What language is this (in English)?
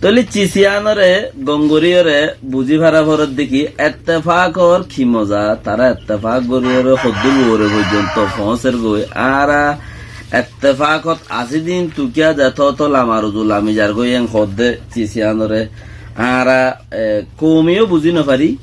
Rohingya